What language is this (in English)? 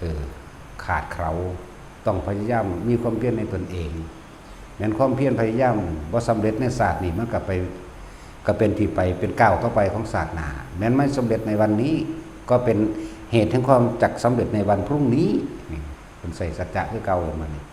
Northeastern Thai